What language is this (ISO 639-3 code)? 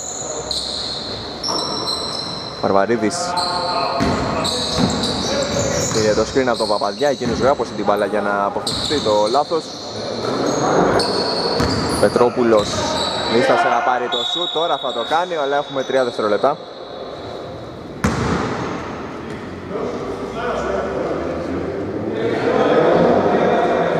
ell